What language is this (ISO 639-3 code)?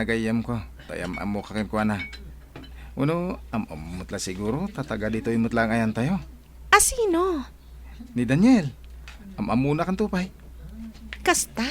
ilo